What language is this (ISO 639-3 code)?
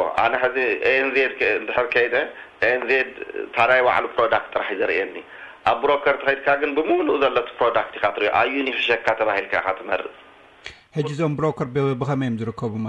tir